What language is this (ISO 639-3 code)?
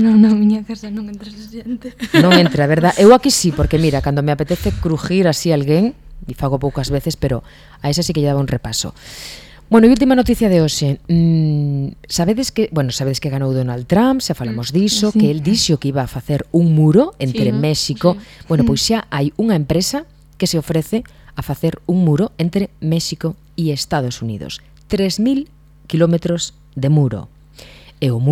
glg